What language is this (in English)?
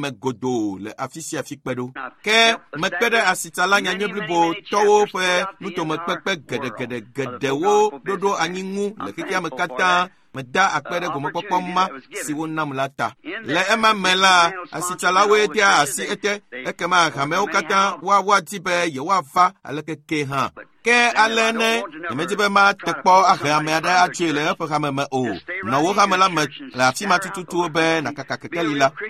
Ewe